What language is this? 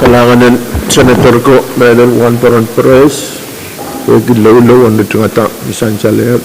Pohnpeian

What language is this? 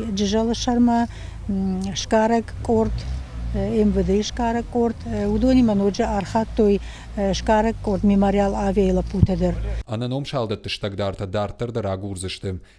Ossetic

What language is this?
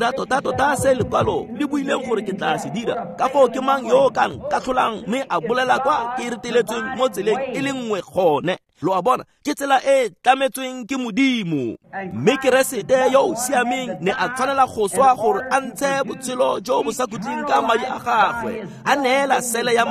Tswana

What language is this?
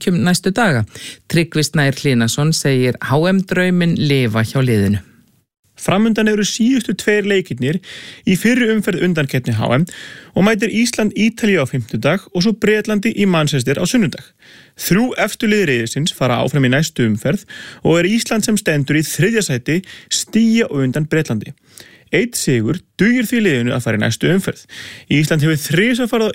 Icelandic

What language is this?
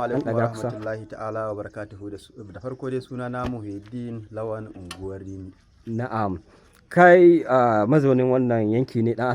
Hausa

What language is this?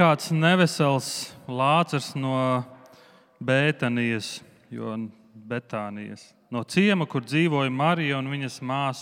Latvian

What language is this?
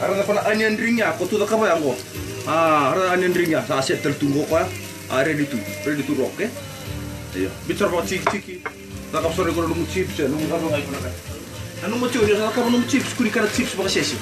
Fijian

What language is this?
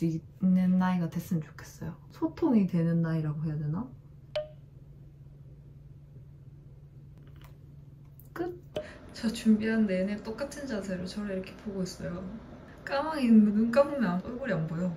Korean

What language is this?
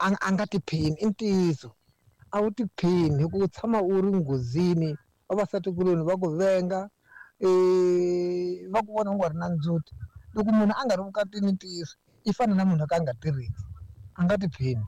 Tsonga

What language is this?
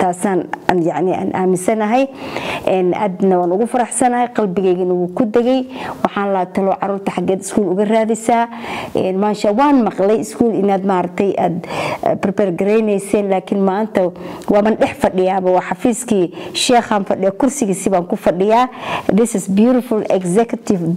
Somali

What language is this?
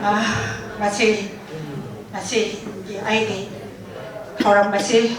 Manipuri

